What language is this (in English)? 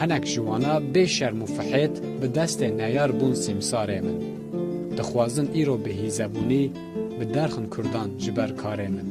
Kurdish